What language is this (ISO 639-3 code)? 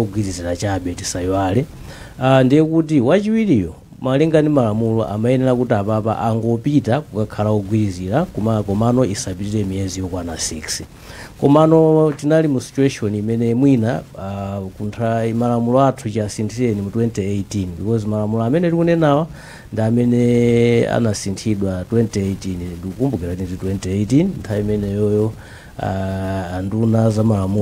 nya